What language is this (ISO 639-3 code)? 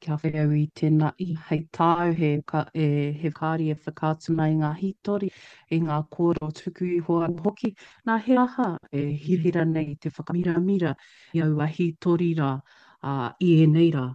mri